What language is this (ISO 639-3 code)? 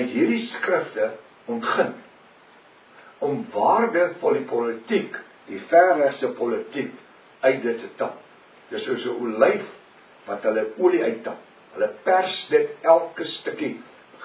afr